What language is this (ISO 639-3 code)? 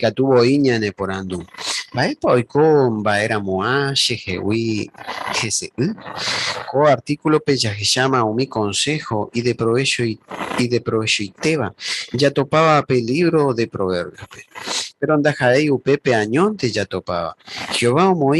grn